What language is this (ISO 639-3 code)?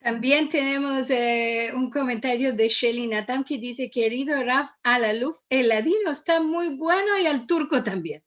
lad